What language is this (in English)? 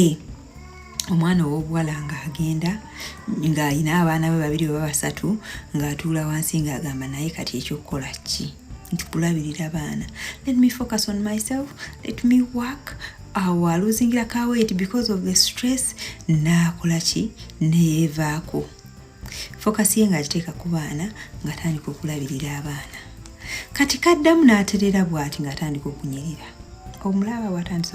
Ganda